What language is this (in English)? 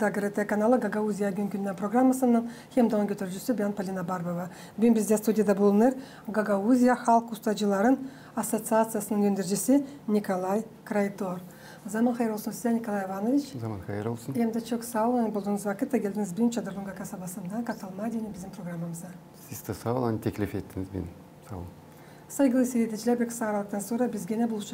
Gagauz